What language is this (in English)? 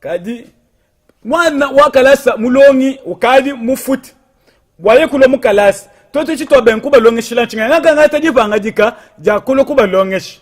Luba-Lulua